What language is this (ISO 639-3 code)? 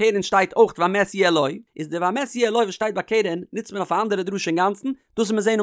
yid